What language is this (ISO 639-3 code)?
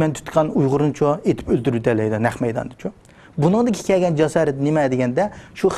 uig